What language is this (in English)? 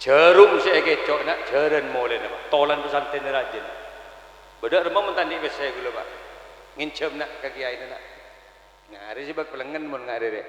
Madurese